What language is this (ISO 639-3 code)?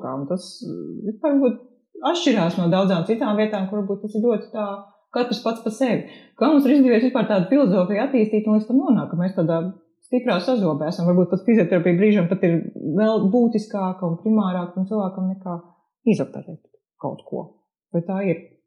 lav